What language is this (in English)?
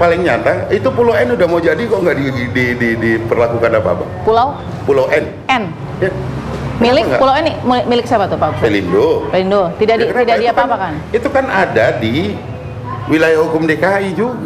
Indonesian